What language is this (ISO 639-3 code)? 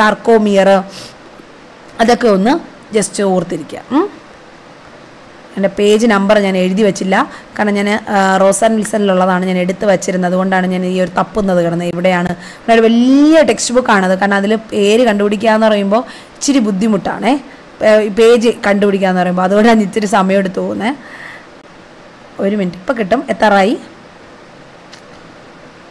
mal